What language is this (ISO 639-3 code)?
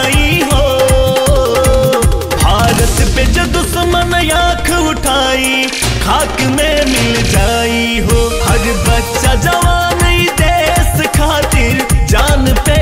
bho